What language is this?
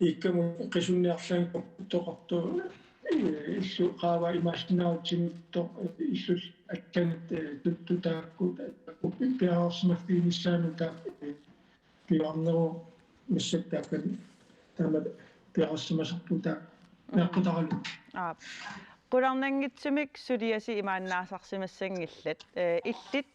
Kalaallisut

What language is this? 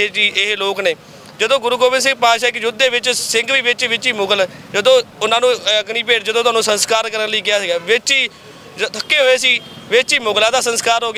Punjabi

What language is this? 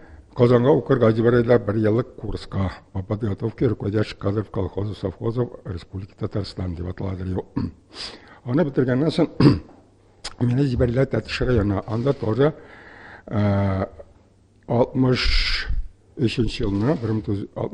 Tatar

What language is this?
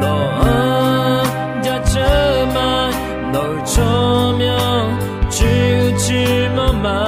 Akha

